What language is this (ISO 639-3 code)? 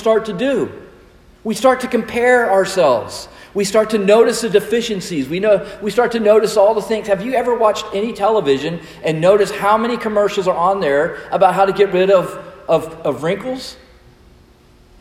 eng